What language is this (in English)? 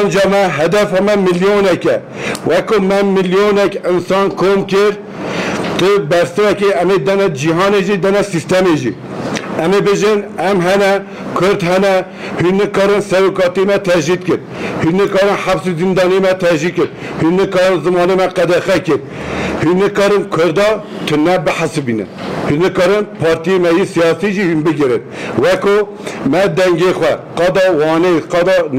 Kurdish